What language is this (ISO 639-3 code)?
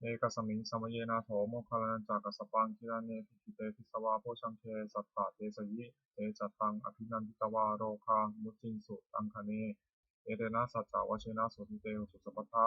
pli